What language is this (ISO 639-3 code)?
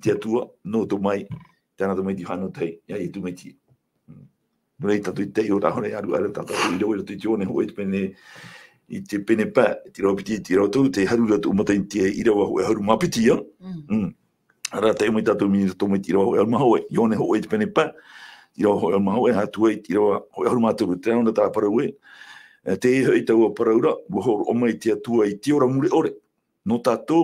tah